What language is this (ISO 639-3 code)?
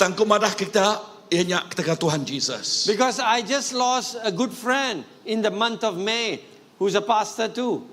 iba